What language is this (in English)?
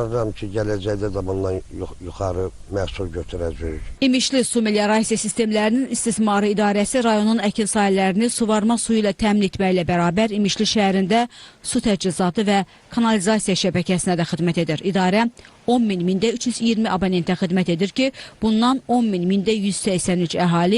Azerbaijani